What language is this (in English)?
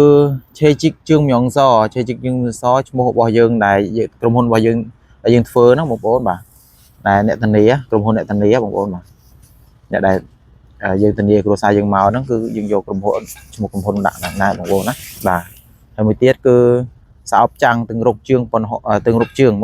Khmer